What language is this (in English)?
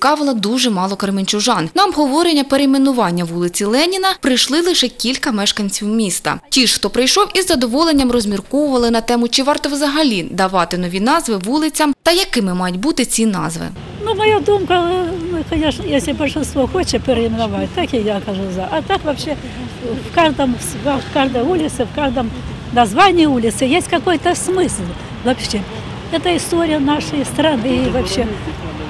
Ukrainian